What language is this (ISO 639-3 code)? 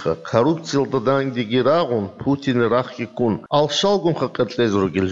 ava